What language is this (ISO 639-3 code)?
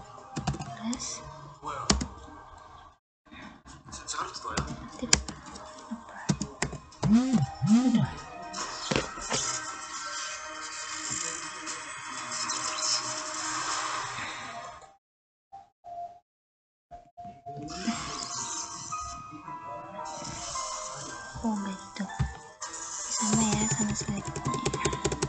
ind